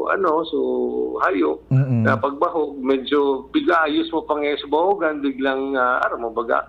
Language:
Bikol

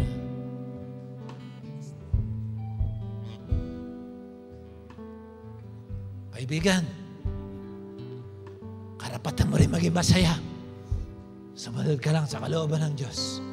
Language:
Filipino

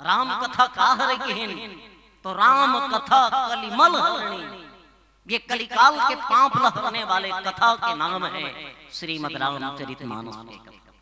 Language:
Chhattisgarhi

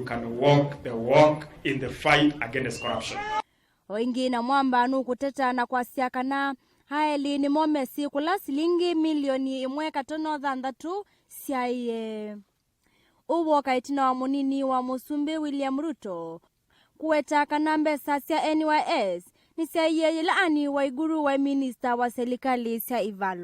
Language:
Kamba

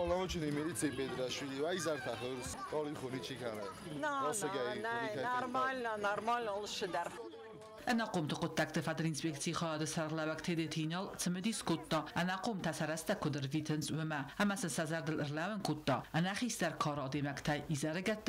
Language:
Ossetic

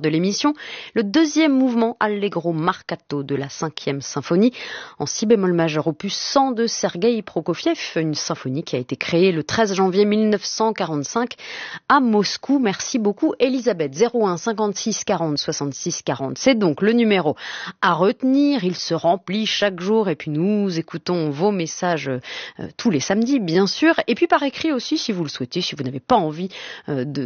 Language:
French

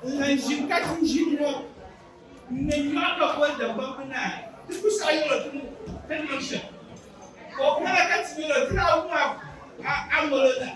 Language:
Dagbani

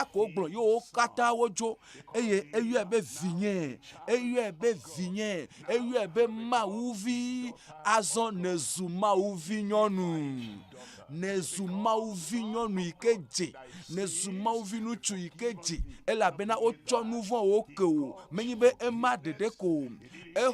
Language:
Ewe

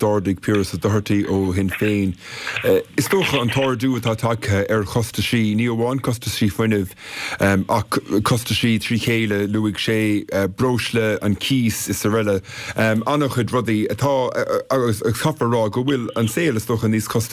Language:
Irish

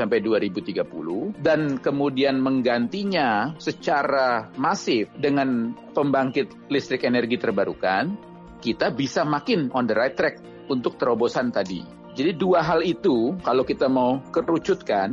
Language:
Indonesian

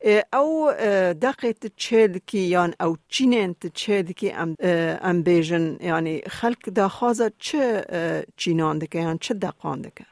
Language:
Kurdish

